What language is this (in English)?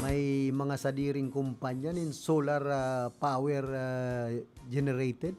Bikol